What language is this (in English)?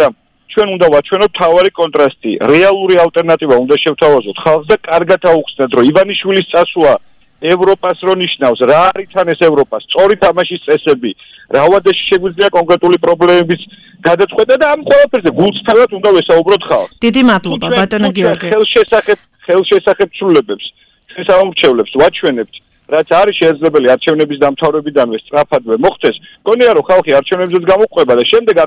Georgian